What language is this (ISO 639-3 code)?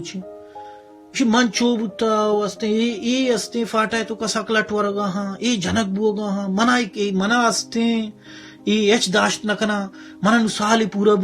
bal